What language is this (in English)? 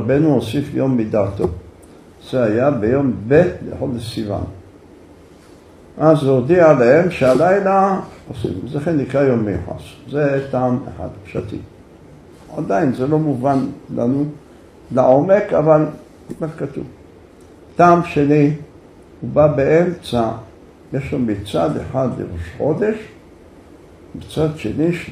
Hebrew